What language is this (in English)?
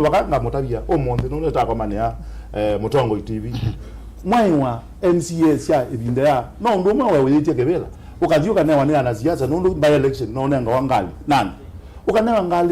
Kamba